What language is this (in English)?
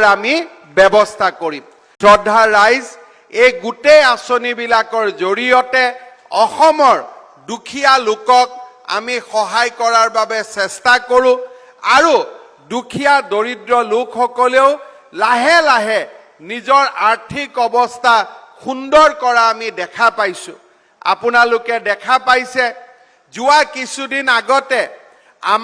Assamese